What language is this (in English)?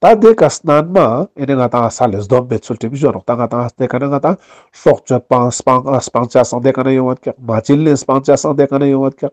Ladakhi